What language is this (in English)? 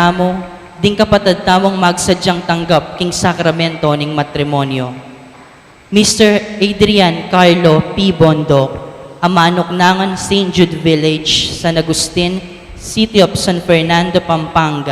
Pampanga